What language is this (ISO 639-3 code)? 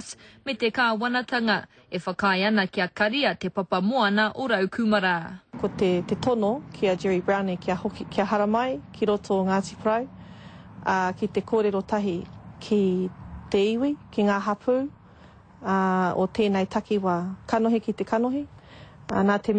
mri